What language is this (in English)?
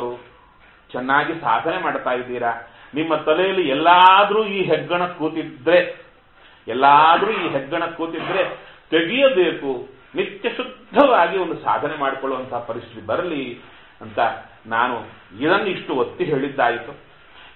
Kannada